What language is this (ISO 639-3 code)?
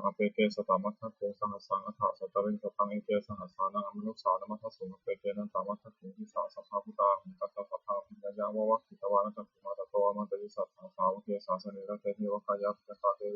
pli